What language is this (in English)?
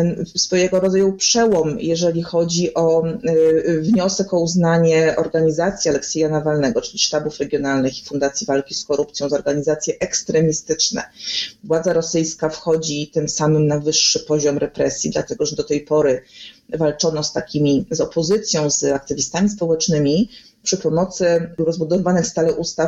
Polish